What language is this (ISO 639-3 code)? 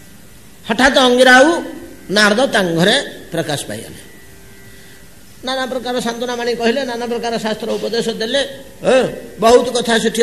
ori